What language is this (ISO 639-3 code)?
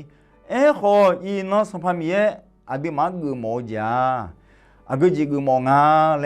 ahk